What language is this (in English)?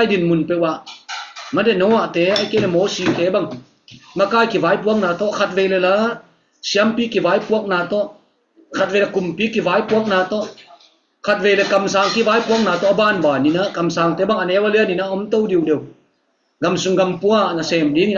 Tedim Chin